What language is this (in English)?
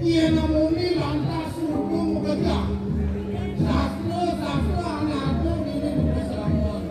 Balinese